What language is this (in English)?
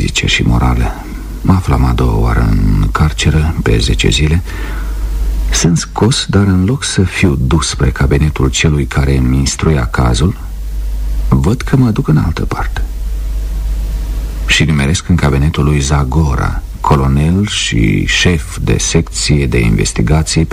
Romanian